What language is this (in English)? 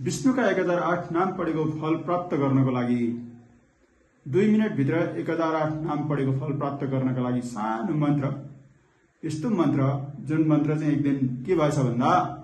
Nepali